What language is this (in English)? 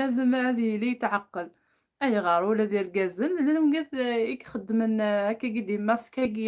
Kabyle